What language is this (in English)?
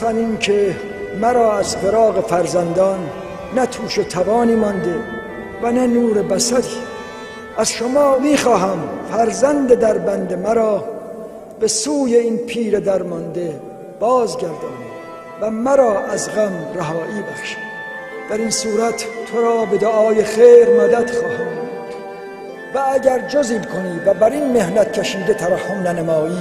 Tajik